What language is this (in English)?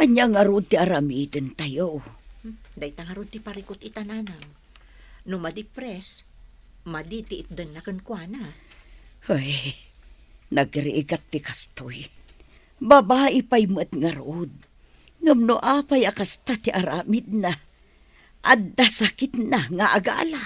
Iloko